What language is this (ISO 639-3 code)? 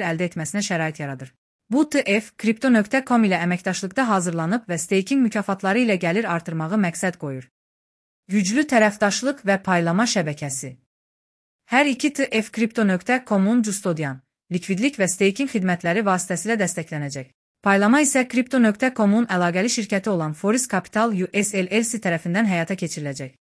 aze